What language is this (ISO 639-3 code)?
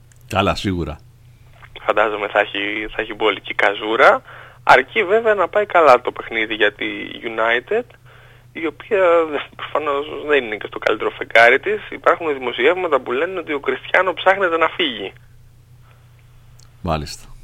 ell